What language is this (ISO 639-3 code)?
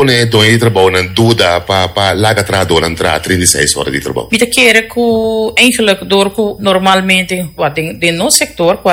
pap